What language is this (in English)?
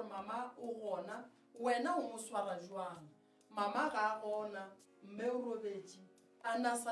Northern Sotho